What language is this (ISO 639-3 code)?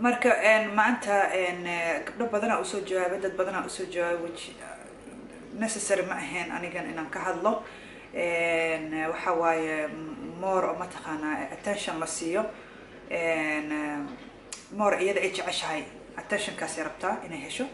som